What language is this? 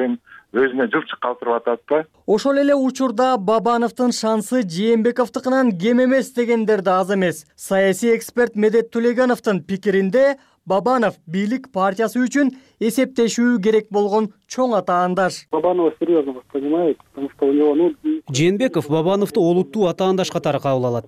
Kyrgyz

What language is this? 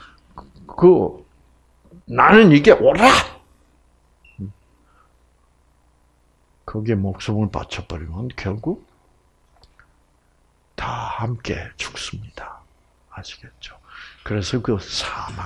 Korean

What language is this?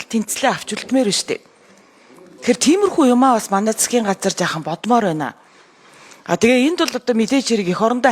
Mongolian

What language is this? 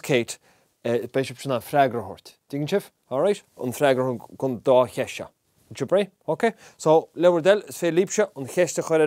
Irish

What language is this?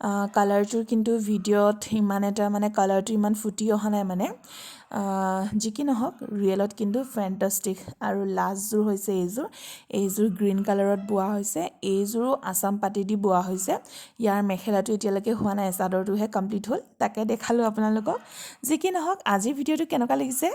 Assamese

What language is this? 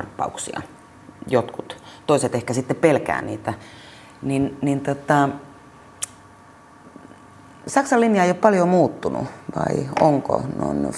Finnish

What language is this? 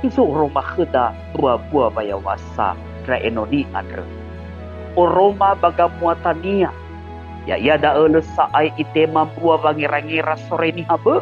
Nias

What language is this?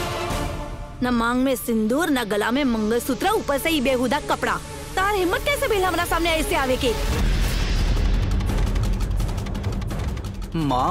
Bhojpuri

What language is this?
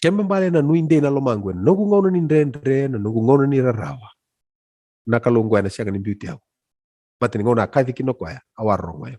Fijian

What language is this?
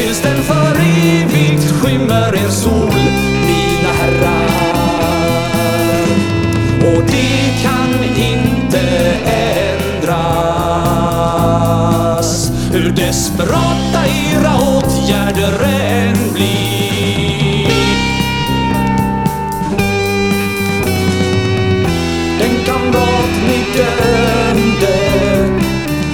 Swedish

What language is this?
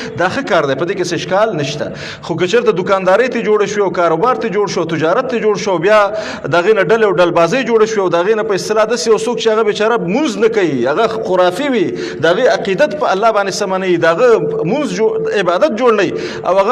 Pashto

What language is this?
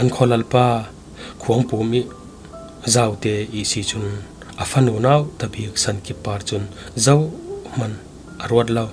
Falam Chin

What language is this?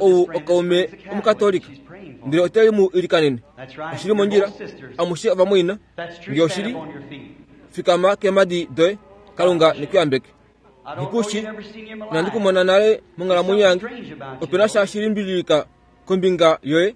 Kuanyama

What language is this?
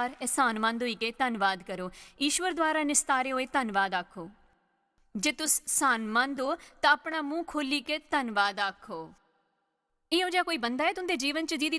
Dogri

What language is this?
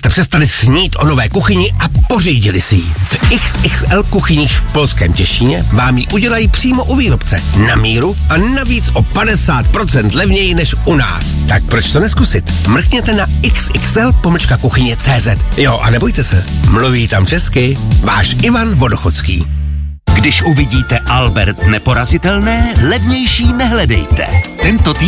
Czech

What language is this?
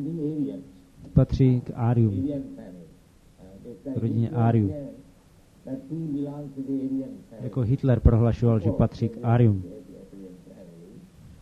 Czech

